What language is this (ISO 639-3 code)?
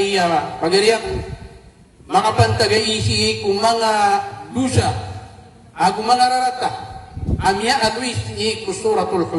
mrw